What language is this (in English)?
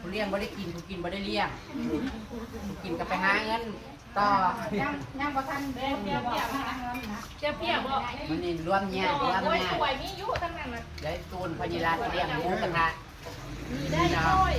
Northeastern Thai